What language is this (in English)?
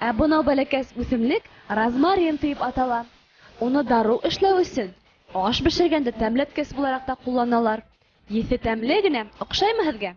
Bashkir